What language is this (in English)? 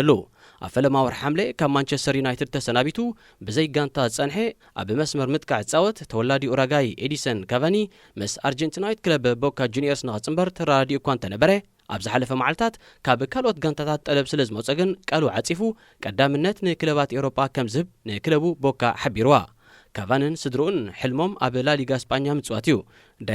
Tigrinya